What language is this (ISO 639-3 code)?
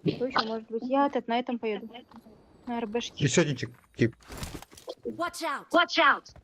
sah